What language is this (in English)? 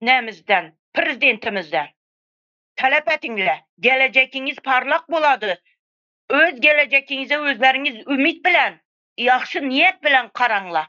Turkmen